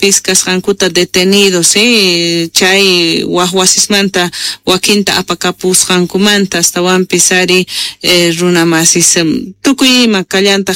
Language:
South Bolivian Quechua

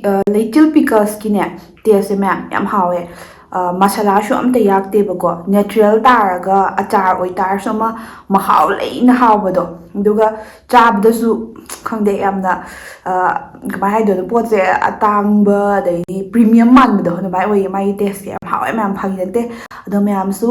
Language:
Manipuri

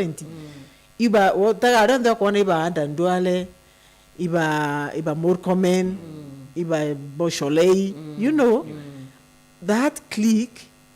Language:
Meru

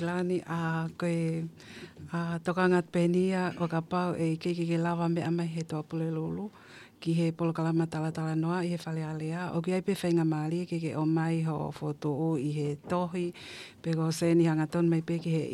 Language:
Tongan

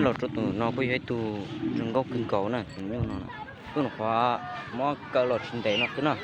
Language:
Hmong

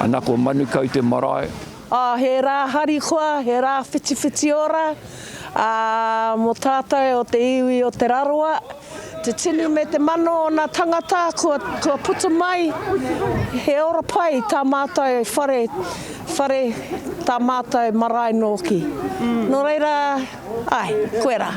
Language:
Māori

